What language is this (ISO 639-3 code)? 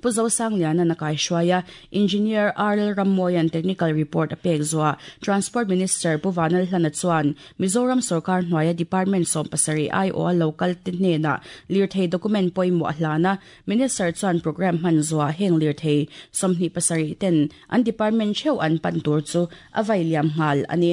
lus